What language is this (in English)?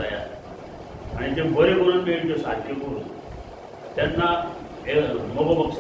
Konkani